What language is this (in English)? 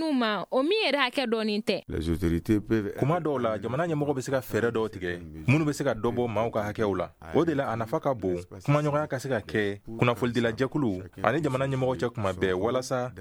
Bambara